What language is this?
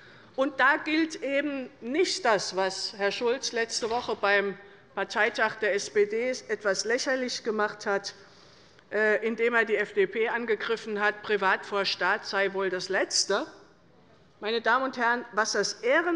German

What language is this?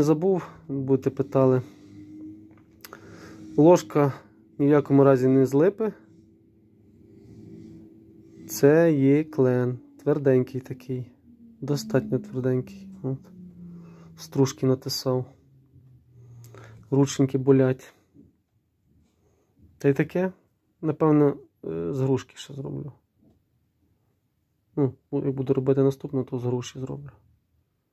Ukrainian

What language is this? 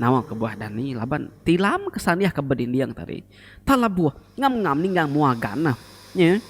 Iban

